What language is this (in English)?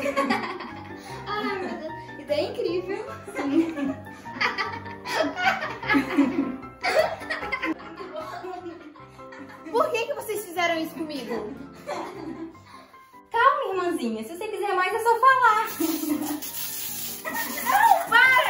Portuguese